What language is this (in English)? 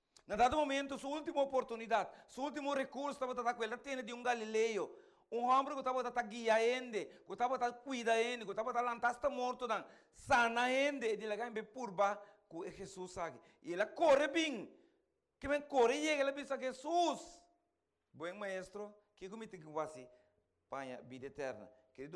Papiamento